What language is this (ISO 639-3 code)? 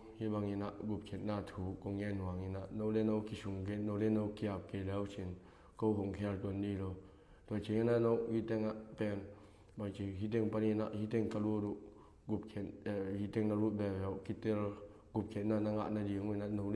ctd